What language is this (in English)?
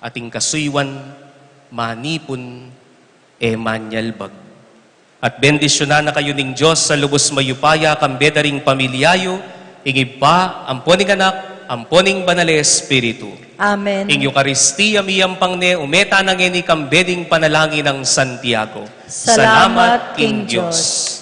Pampanga